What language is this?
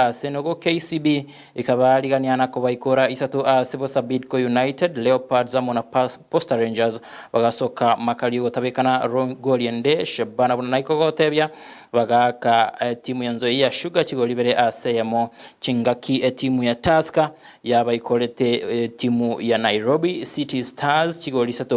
Gusii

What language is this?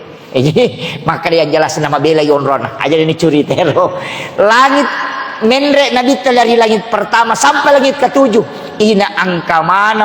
Buginese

